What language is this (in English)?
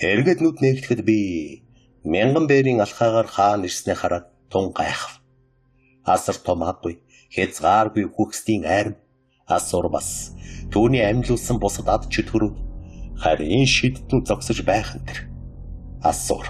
Mongolian